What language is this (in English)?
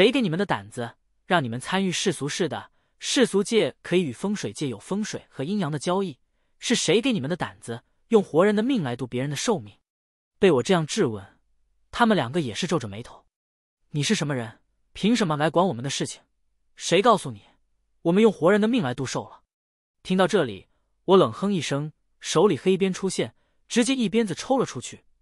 Chinese